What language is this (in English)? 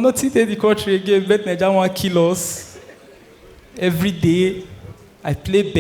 Nigerian Pidgin